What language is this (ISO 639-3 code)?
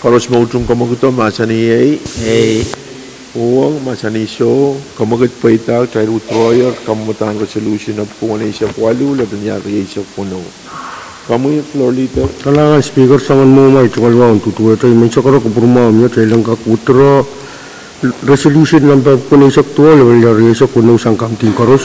pon